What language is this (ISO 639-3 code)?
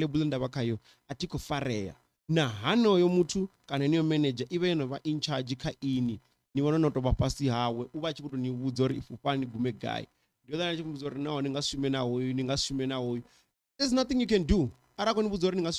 ven